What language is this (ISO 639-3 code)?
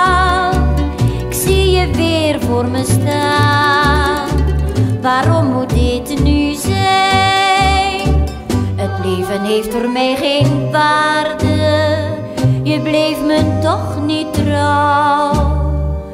nld